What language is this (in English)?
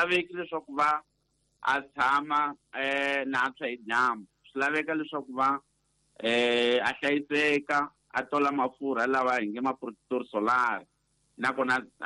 Tsonga